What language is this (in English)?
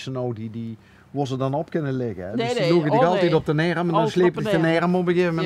Limburgish